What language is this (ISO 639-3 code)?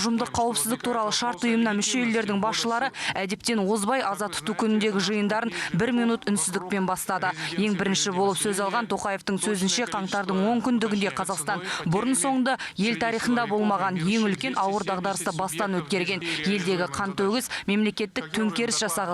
kaz